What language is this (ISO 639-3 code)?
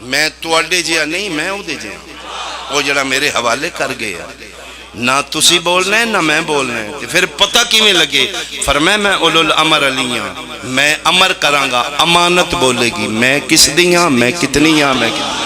phr